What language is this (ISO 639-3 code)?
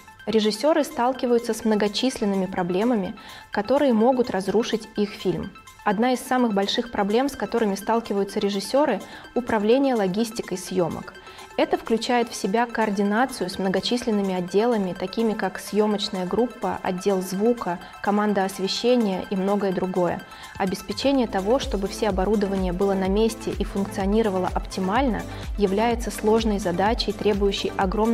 rus